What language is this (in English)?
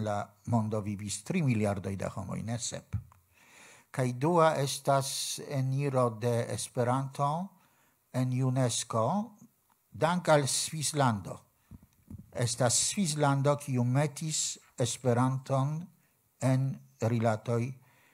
Esperanto